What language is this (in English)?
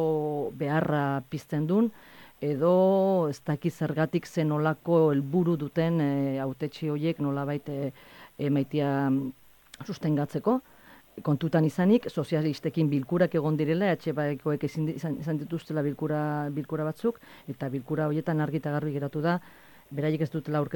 Basque